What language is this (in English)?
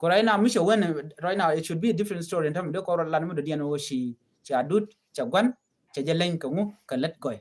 Nuer